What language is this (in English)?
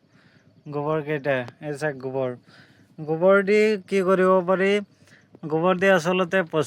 Assamese